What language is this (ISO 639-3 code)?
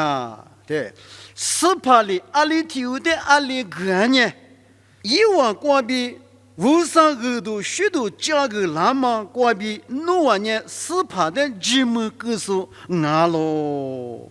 lis